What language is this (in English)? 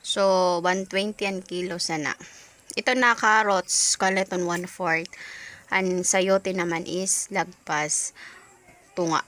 Waray